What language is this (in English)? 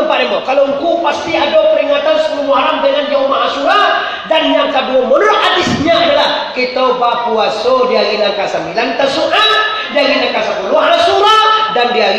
Minangkabau